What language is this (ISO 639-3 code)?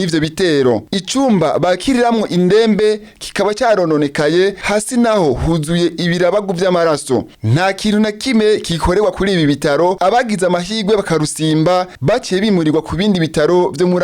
run